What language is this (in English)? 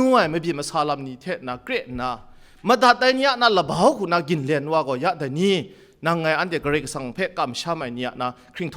Kachin